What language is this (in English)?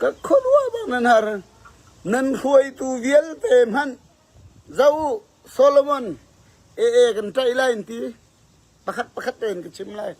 Falam Chin